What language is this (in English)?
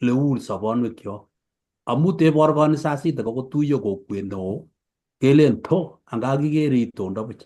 Kalenjin